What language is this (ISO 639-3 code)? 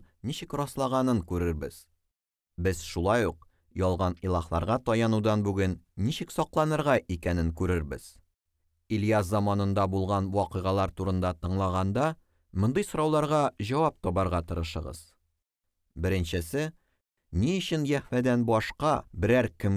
tat